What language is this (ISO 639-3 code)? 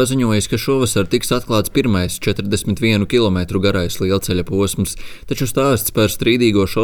lav